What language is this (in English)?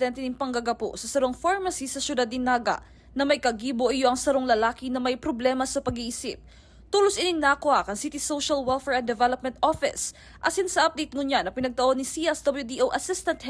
Bikol